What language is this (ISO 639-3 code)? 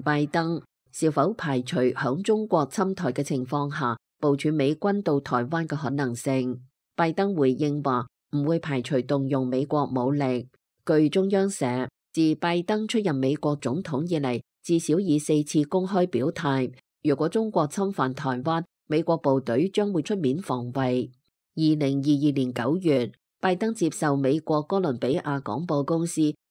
yue